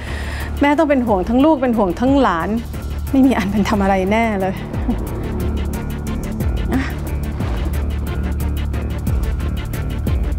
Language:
Thai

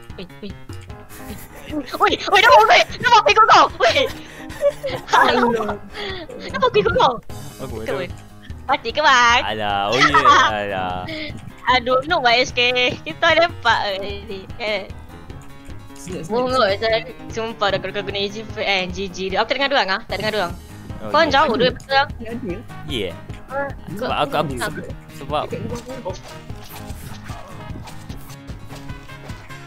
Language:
Malay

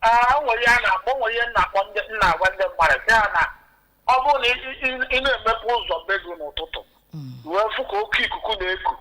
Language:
Igbo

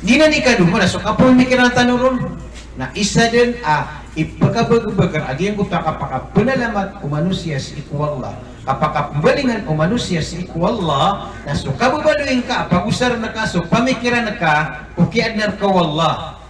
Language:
Maranao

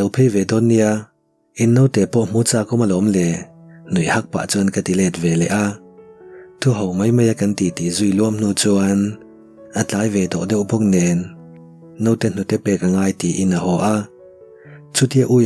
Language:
Mizo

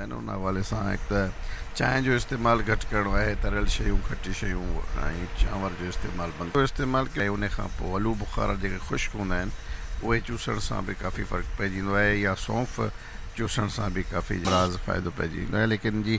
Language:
Sindhi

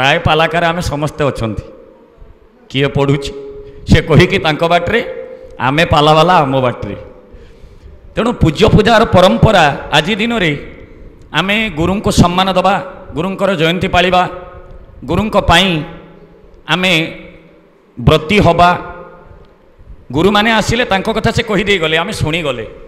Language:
Odia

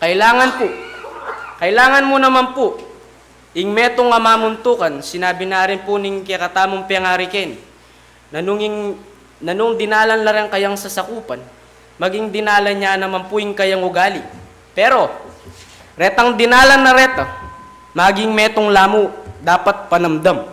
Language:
Pampanga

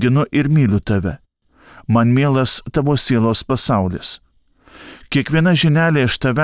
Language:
Lithuanian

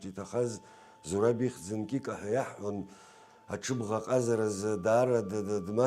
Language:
Abkhazian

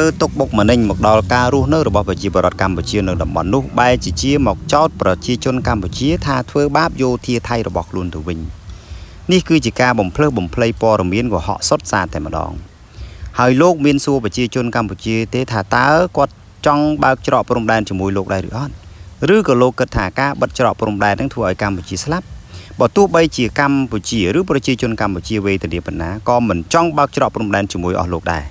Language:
Khmer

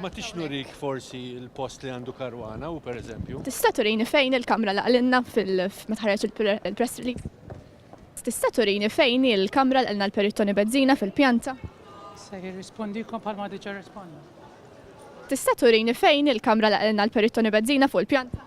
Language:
Maltese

